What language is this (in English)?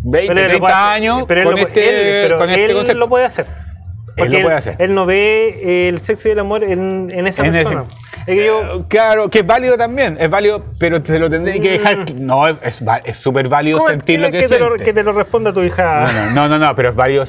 Spanish